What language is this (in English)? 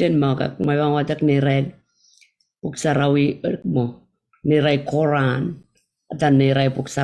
Pohnpeian